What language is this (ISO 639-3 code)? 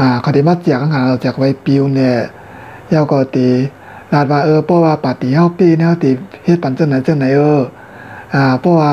shn